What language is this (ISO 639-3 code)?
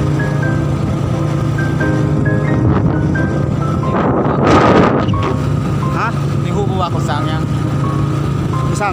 lao